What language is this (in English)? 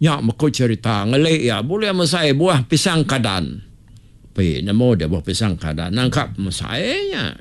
Iban